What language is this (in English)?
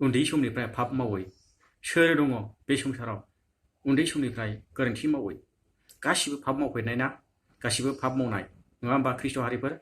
Bodo